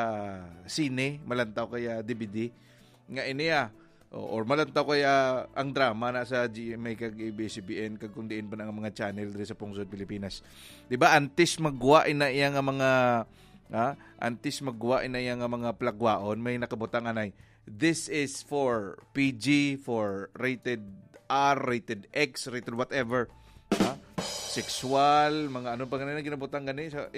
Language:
Hiligaynon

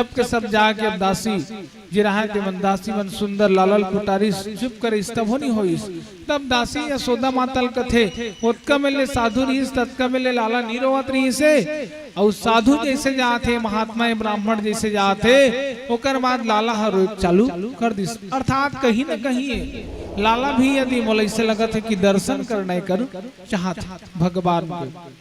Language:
Chhattisgarhi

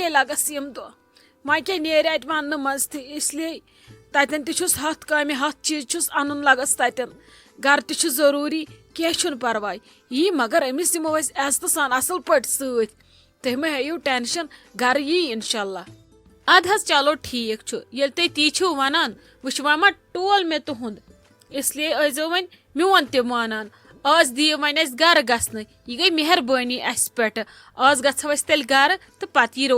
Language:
Kashmiri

